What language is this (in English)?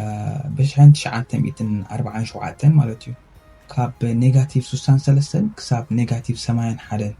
Tigrinya